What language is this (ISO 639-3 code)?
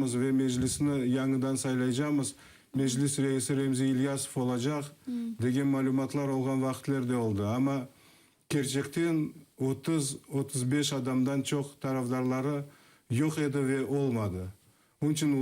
crh